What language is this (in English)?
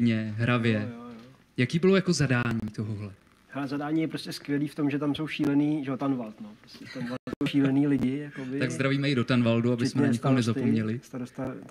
Czech